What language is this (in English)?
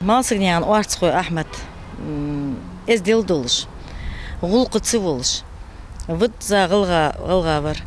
Ingush